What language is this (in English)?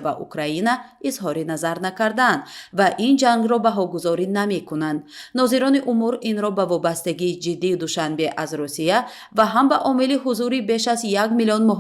Tajik